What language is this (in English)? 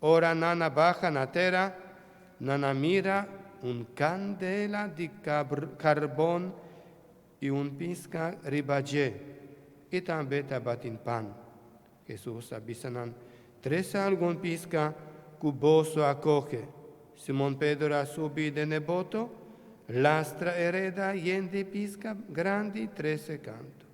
Papiamento